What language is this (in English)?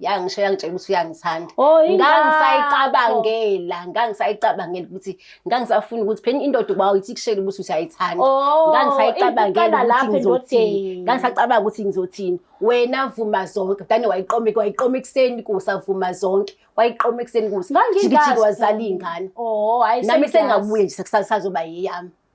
Zulu